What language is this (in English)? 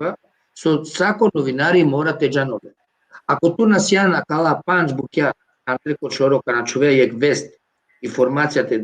Balkan Romani